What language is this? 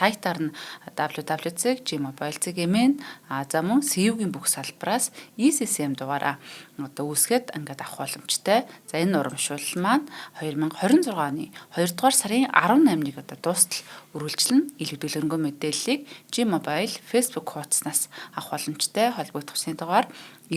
Mongolian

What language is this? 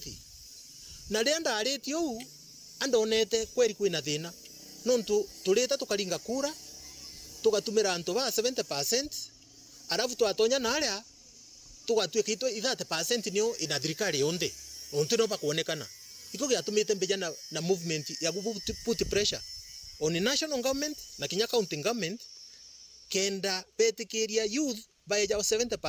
Meru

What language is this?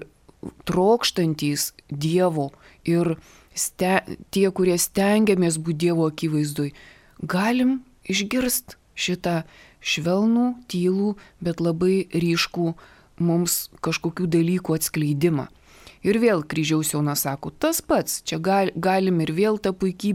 Lithuanian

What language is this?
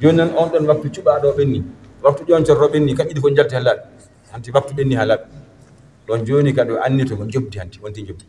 Fula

